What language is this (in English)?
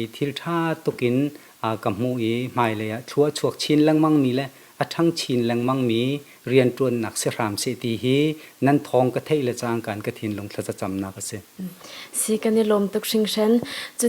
Hakha Chin